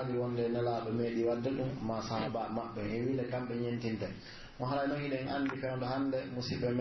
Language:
Pular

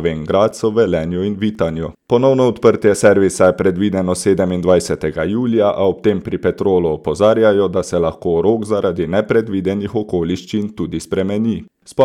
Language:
Slovenian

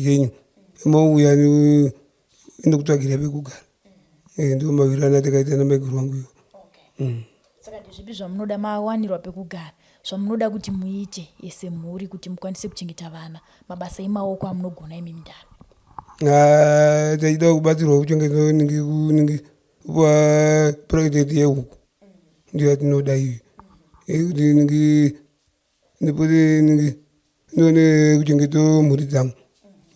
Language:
Shona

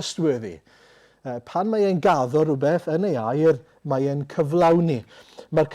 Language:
Welsh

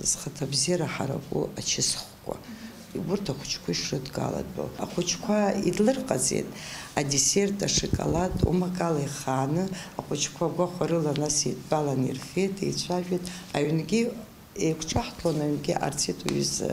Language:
Abkhazian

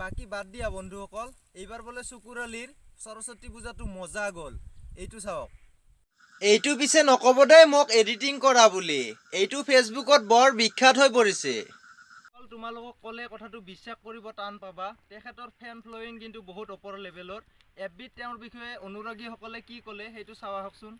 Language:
Assamese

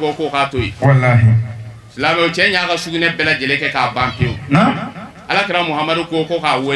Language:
Bambara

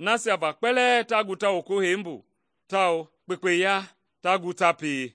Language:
Mende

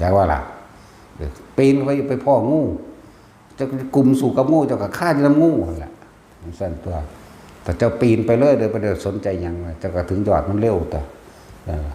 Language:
Northeastern Thai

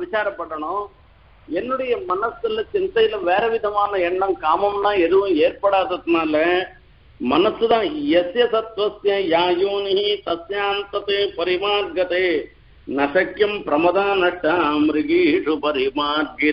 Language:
Tamil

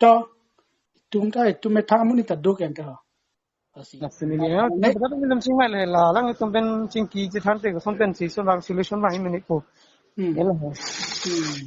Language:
Karbi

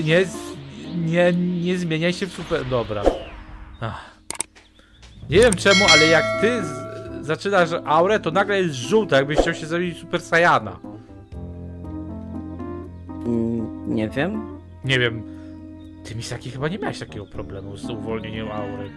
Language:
Polish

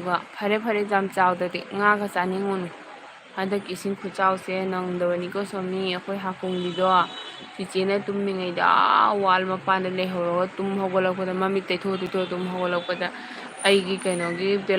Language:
Manipuri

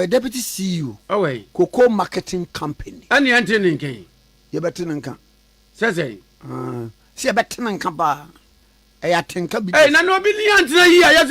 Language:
Akan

